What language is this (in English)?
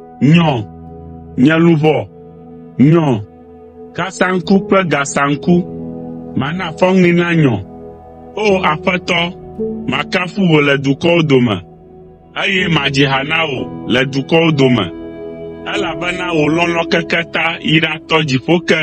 Ewe